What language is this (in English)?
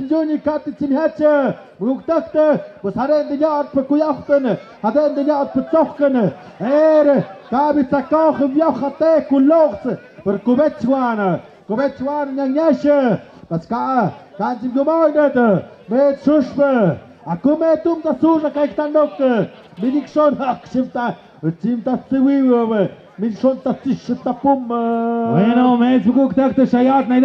Tlahuitoltepec Mixe